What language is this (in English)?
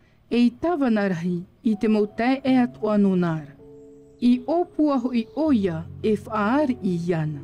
Tahitian